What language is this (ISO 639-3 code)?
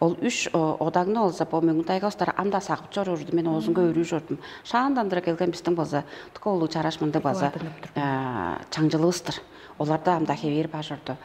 tyv